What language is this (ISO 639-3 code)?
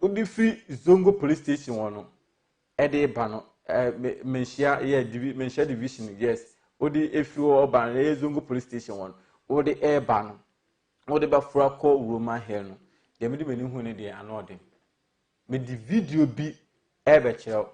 aka